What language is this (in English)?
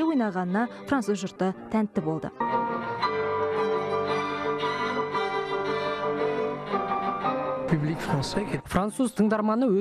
Kazakh